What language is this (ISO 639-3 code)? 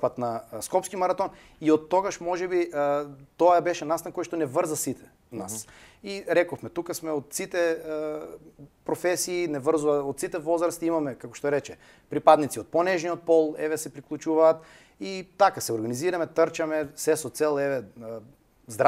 mkd